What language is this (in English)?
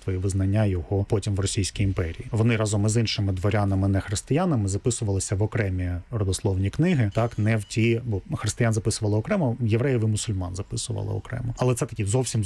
Ukrainian